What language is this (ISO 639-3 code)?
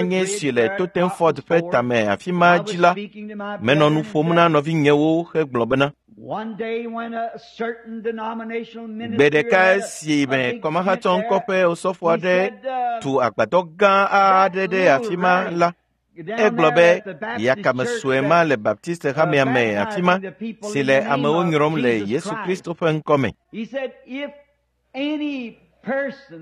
ewe